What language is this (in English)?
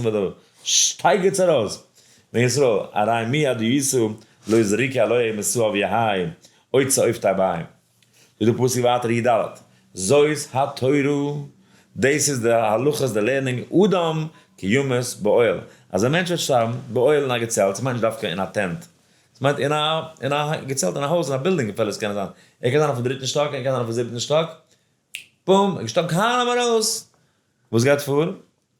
Yiddish